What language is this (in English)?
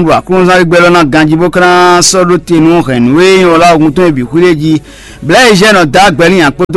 Fon